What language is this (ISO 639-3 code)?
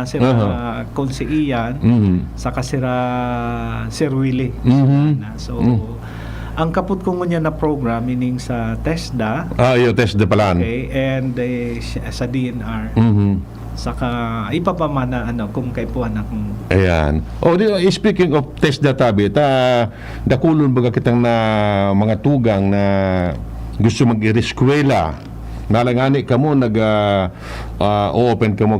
bik